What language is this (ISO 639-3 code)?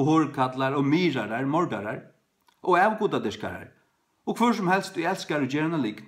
fao